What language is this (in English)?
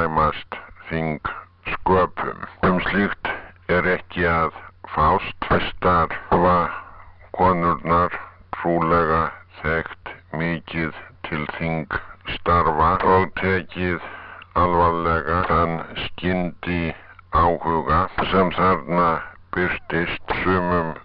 Icelandic